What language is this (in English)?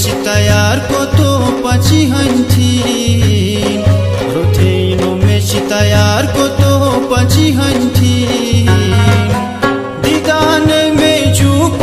Shina